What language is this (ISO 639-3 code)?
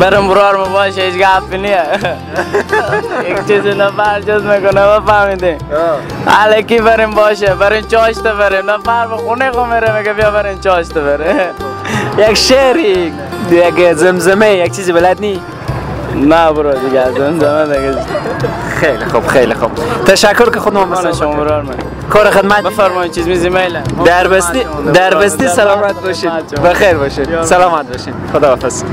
fas